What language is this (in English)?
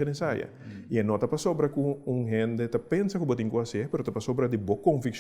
Papiamento